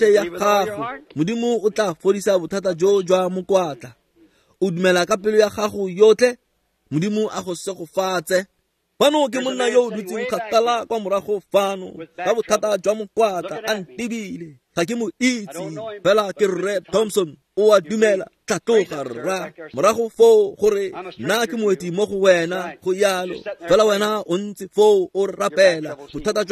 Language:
Tswana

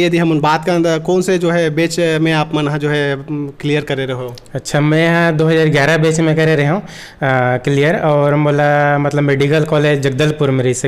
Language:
Chhattisgarhi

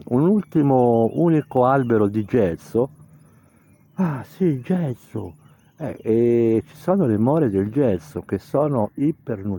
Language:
Italian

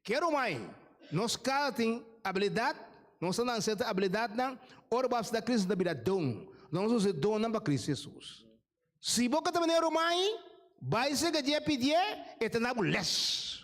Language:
Papiamento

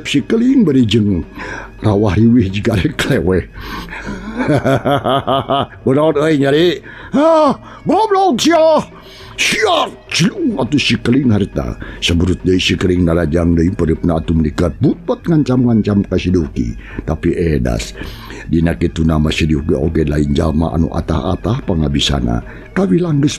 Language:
Sundanese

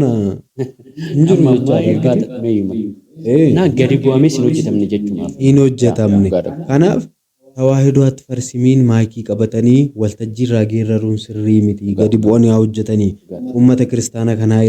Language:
Oromo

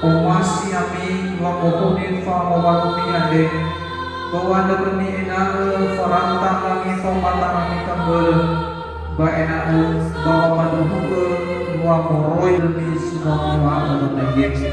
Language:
Nias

